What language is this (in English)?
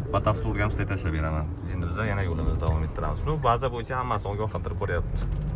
Uzbek